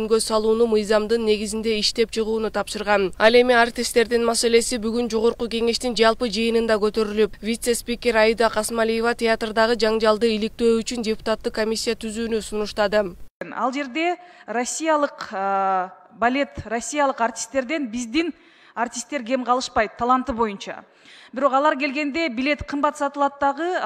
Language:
Kyrgyz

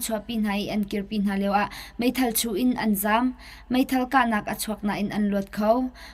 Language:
Hakha Chin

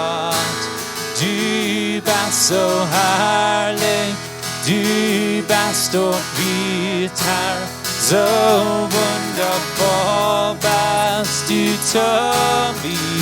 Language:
Plautdietsch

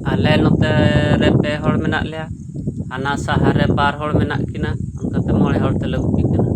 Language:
Santali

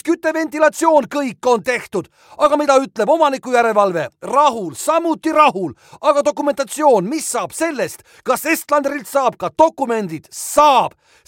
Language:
Estonian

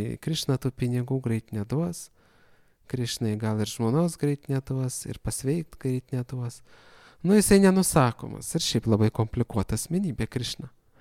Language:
Lithuanian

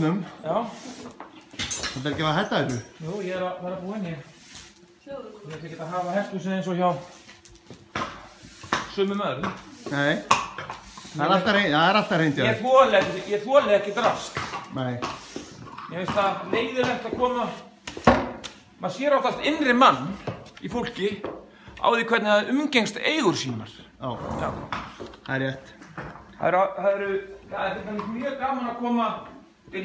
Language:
Icelandic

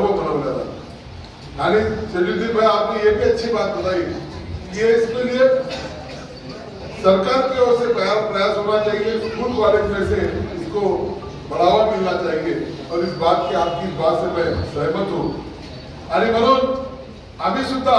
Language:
Marathi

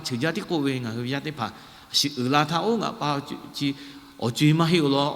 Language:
Lahu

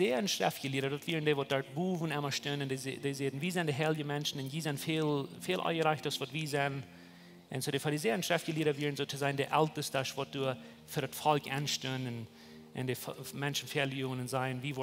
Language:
Plautdietsch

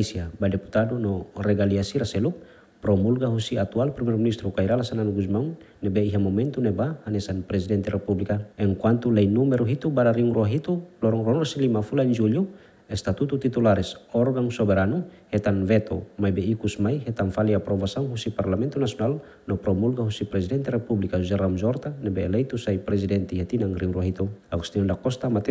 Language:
Tetum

